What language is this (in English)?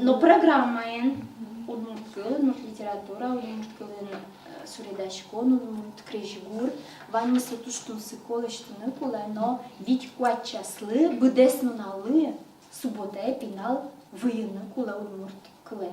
Udmurt